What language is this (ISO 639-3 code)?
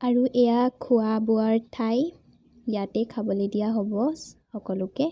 asm